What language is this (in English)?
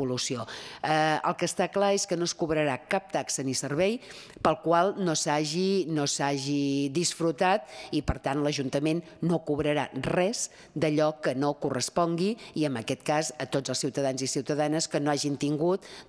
Catalan